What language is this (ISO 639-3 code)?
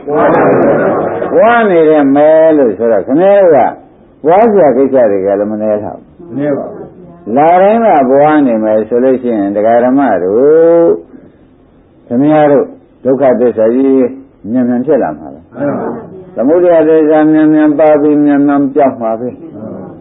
mya